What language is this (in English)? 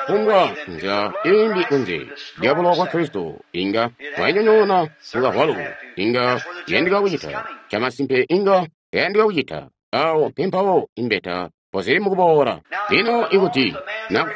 Tonga (Zambia)